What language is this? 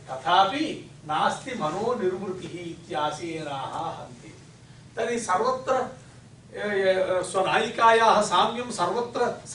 Sanskrit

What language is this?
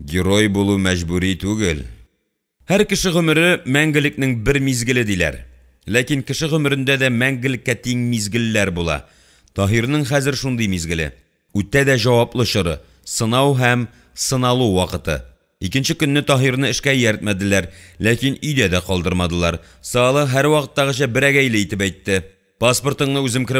Tatar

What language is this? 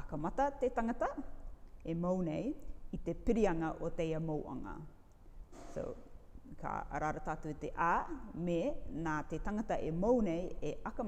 Rarotongan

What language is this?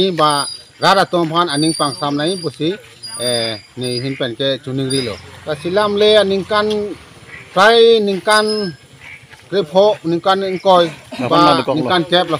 Karbi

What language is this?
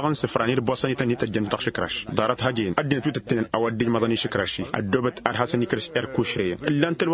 Tamasheq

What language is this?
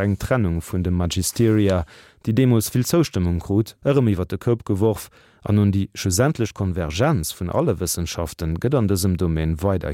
Luxembourgish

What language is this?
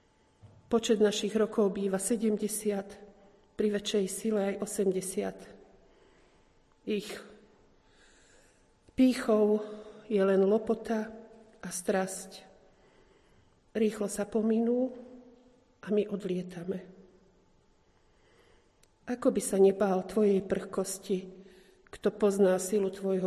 Slovak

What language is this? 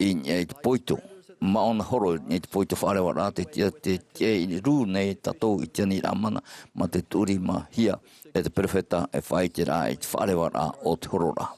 Tahitian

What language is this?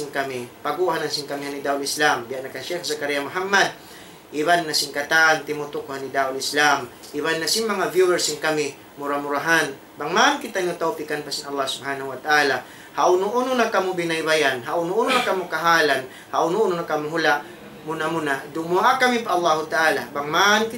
Tausug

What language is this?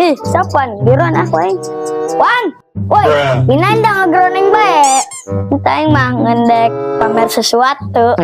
Sundanese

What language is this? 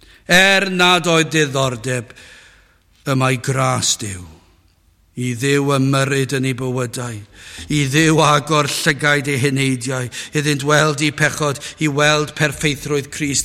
Welsh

